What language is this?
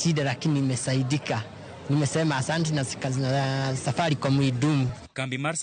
Luo (Kenya and Tanzania)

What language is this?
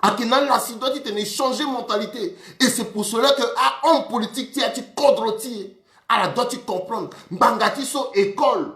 Sango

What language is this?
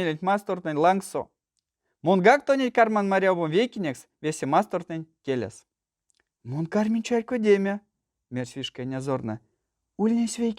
Erzya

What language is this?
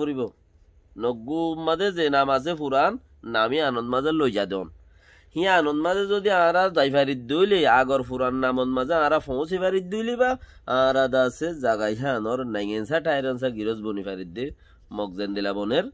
Rohingya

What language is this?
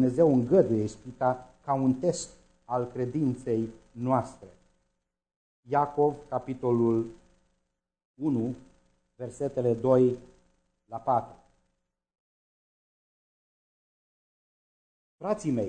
Romanian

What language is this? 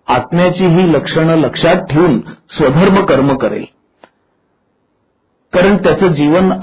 Marathi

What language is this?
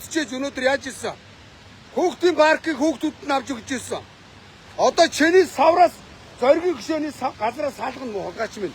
Mongolian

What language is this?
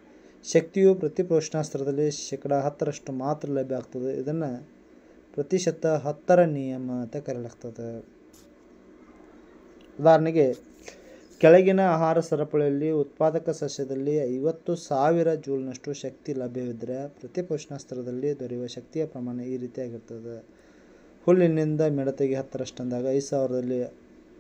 Kannada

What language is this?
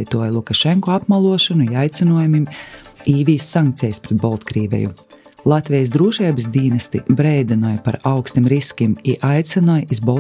Latvian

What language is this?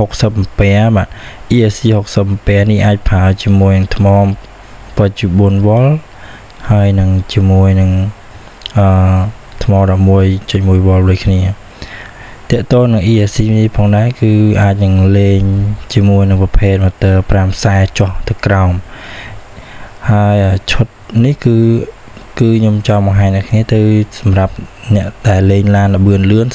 Khmer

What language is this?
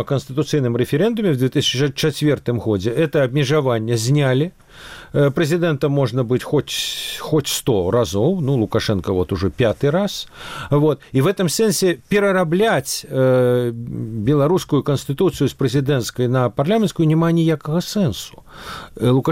Belarusian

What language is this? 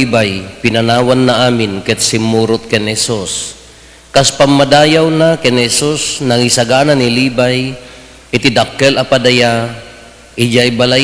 Iloko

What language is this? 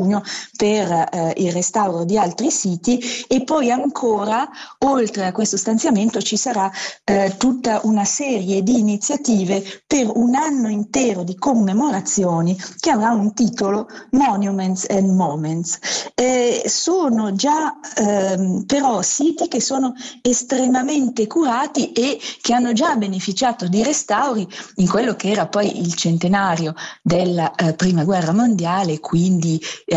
Italian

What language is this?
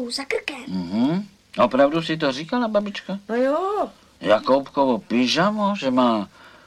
Czech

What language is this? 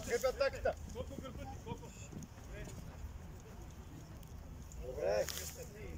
Bulgarian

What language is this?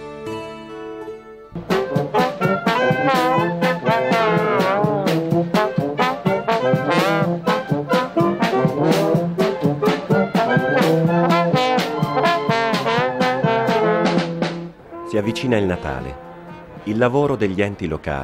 Italian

